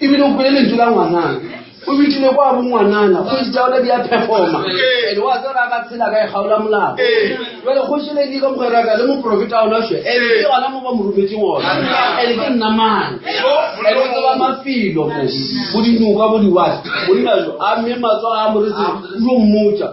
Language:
Northern Sotho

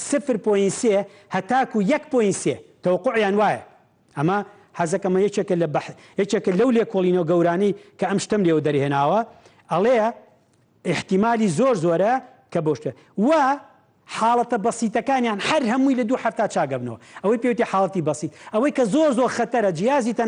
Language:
Central Kurdish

